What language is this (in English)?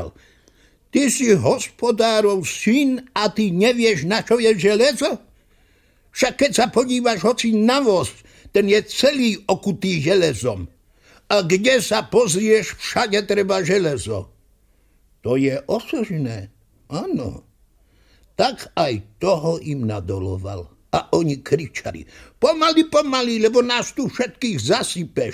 Slovak